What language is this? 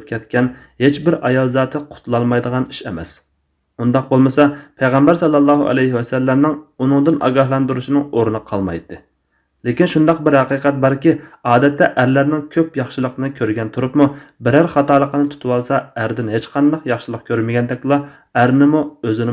Uyghur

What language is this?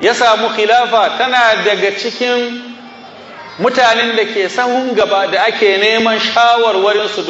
Hausa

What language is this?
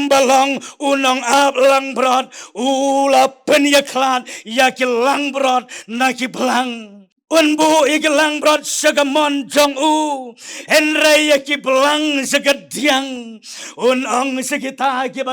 Khasi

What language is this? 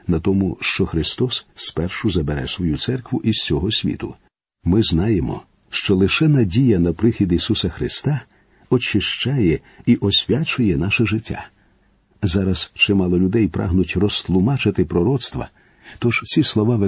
Ukrainian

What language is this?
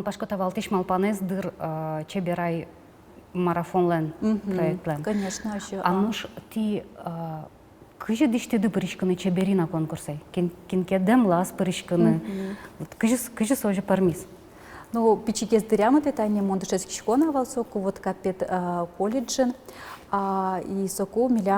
Udmurt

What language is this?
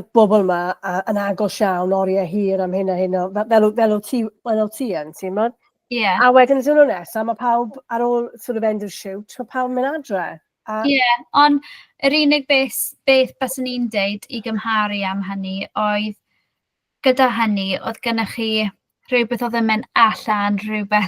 Welsh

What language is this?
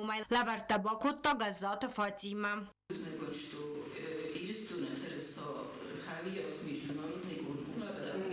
Ossetic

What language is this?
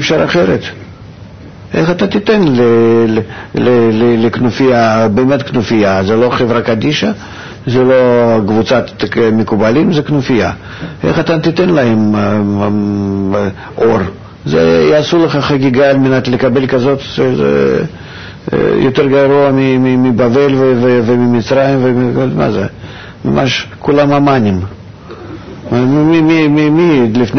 Hebrew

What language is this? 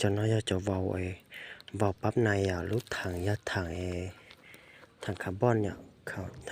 Hmong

